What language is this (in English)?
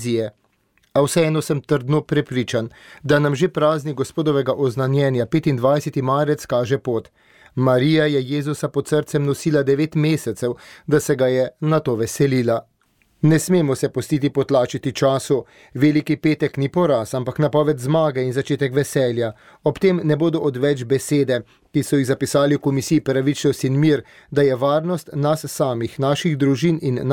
Slovenian